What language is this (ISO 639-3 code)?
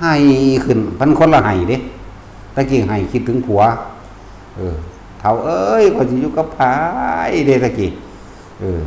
tts